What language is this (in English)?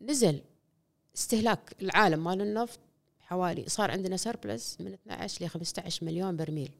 Gulf Arabic